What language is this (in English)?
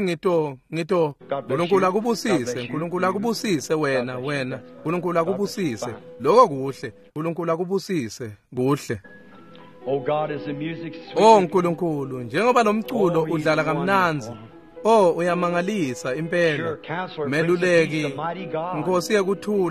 Swati